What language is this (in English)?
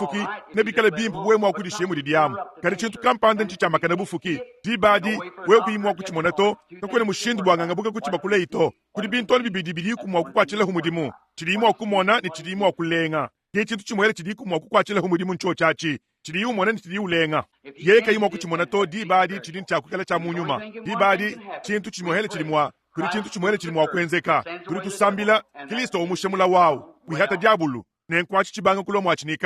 Luba-Lulua